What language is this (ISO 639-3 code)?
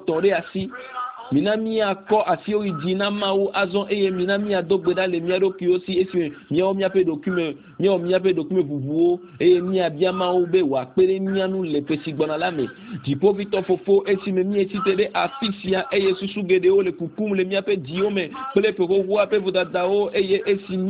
ewe